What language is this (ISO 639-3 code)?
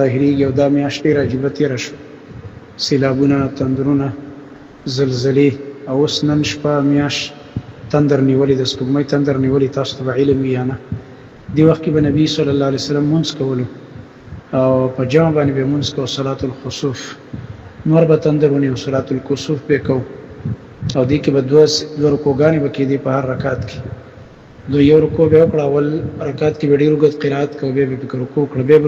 pus